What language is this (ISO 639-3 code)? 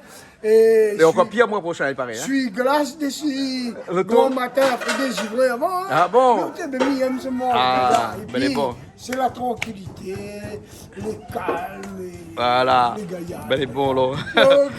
rcf